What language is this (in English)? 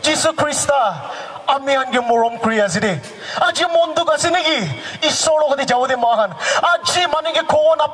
Naga Pidgin